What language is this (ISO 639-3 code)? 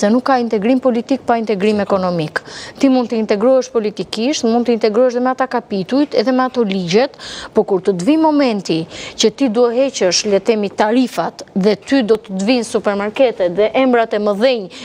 sqi